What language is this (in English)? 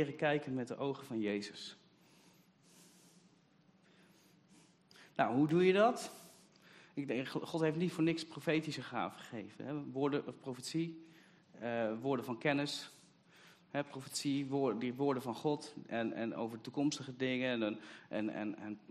Dutch